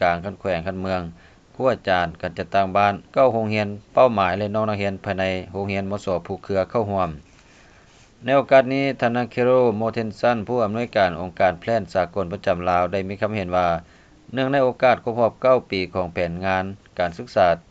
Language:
Lao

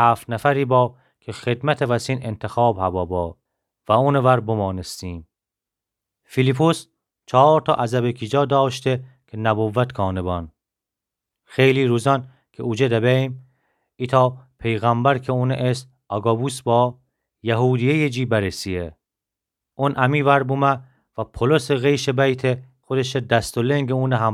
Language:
Gilaki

